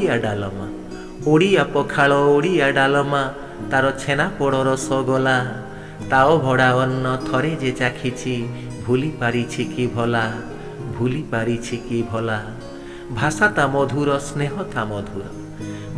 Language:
Odia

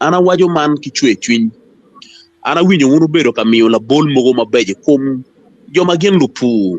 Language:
Acoli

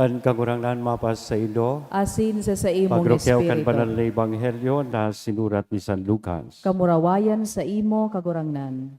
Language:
Bikol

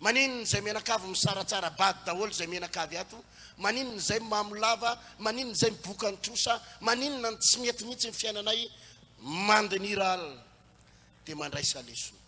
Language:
Malagasy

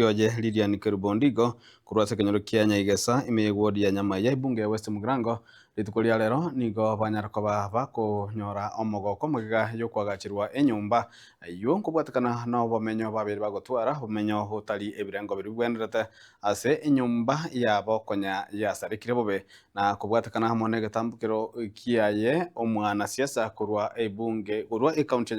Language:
Gusii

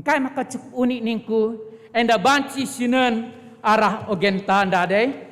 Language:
Batak Karo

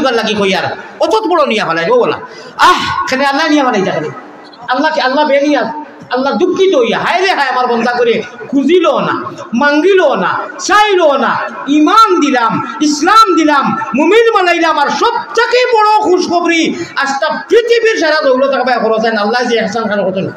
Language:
Sylheti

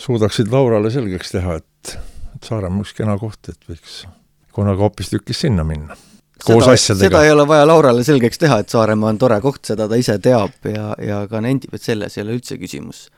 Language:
Estonian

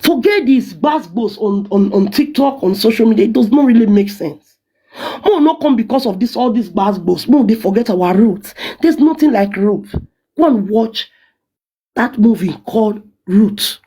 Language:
Nigerian Pidgin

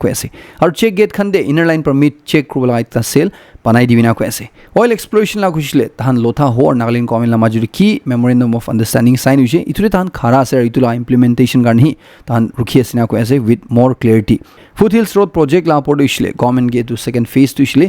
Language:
Naga Pidgin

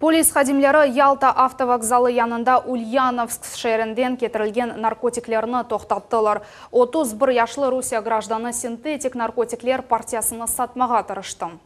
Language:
Crimean Tatar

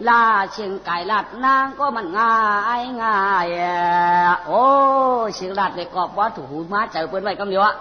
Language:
Shan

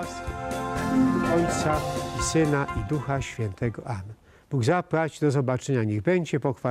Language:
Polish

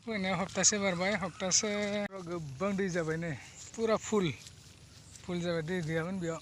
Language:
Bodo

